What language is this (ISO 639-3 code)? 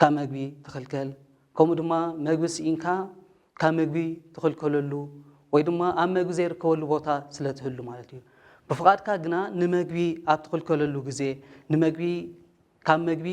tir